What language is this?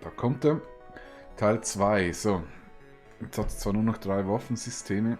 Swiss German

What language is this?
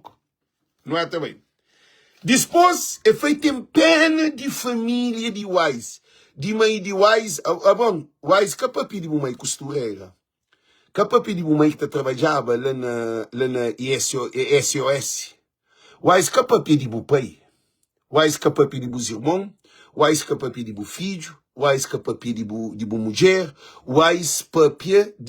Kabuverdianu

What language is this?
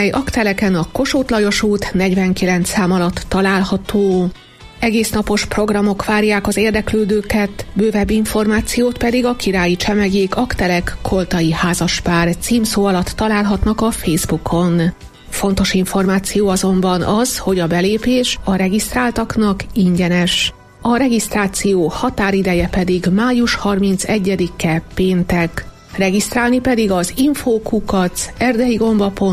Hungarian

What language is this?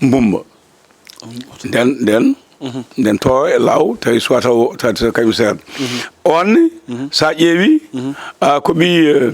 Fula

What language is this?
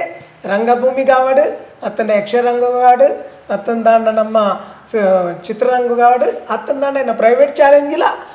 Tulu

